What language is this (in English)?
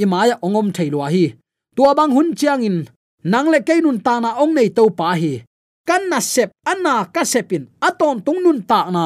Tedim Chin